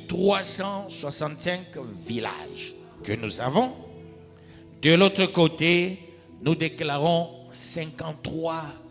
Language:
French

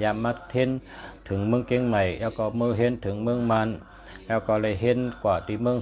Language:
Shan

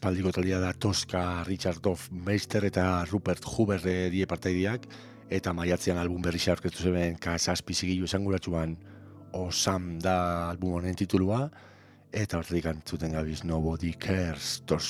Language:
Basque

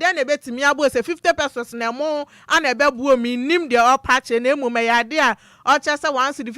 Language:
Akan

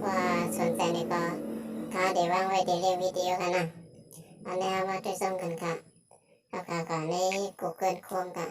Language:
Shan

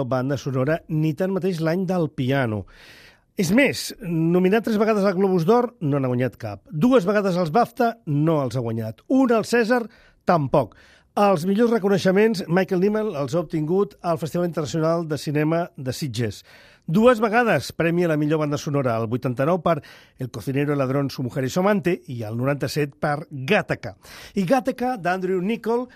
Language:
Catalan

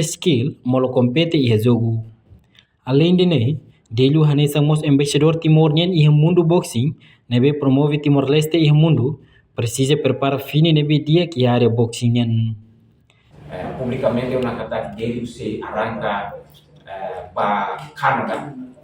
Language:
Tetum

